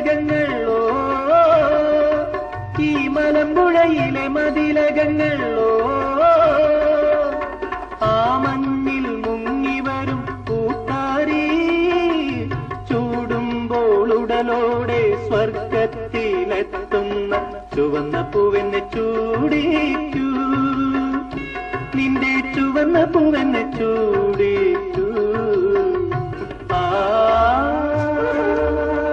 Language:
Malayalam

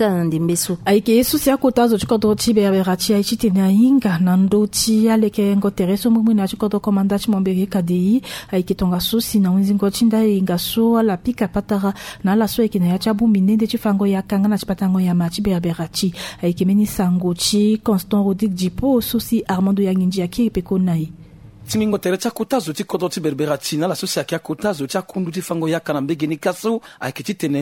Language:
Sango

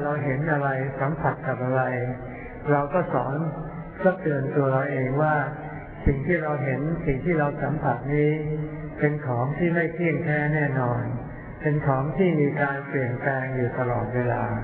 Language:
Thai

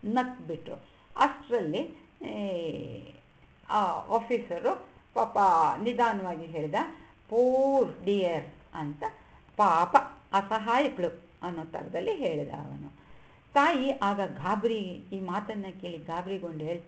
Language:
Kannada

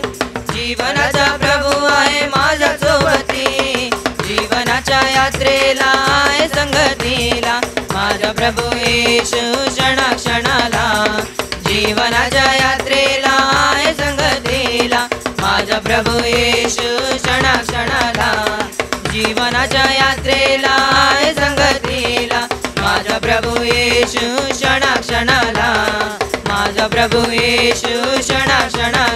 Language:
Marathi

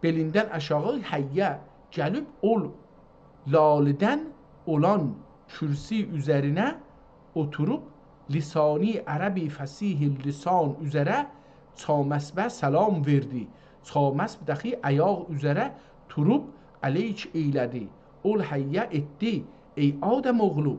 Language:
South Azerbaijani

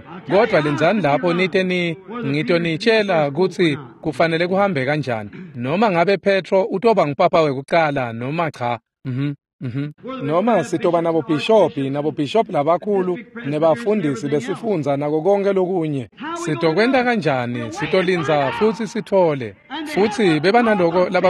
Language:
Swati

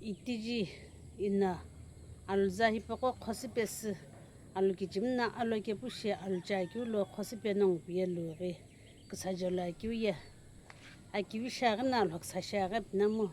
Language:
Sumi Naga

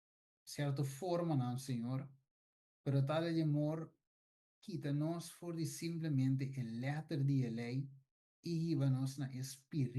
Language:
Papiamento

